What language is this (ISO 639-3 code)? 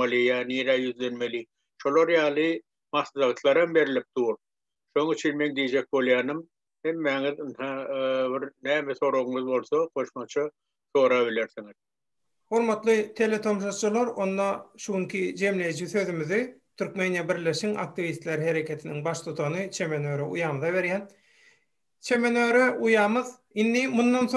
tuk